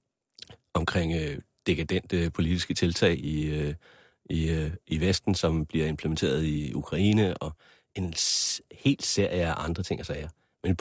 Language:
Danish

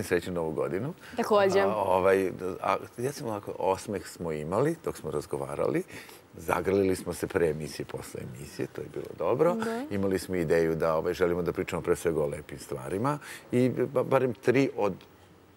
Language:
Serbian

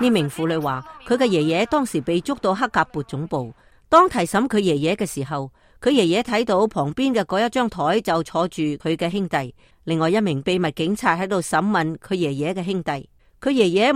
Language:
Cantonese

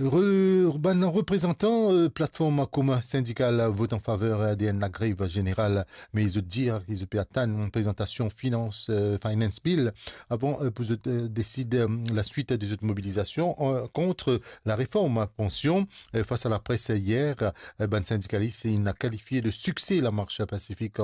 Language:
Morisyen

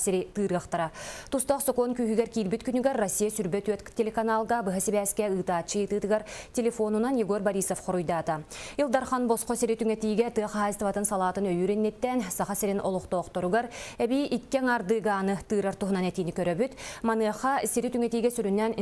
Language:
Yakut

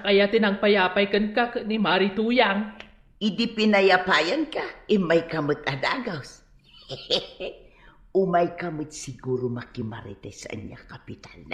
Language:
Iloko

